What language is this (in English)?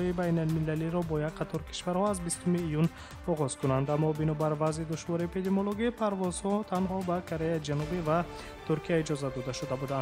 Tajik